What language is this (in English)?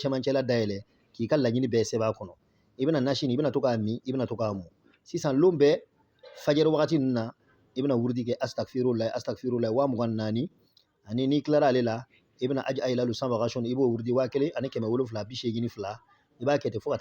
Bambara